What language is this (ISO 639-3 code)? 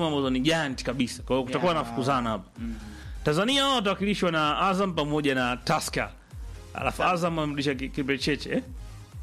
swa